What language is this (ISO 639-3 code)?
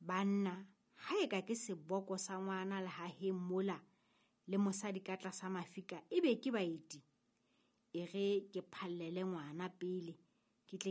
sot